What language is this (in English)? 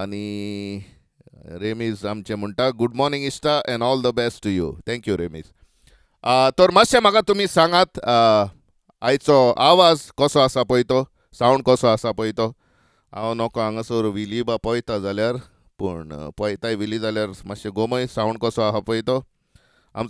Konkani